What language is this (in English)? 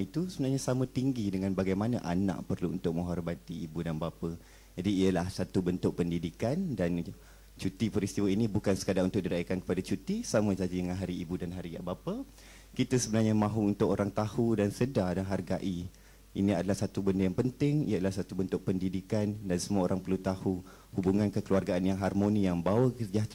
Malay